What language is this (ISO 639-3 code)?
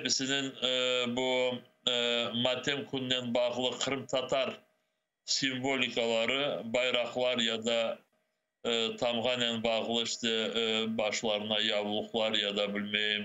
crh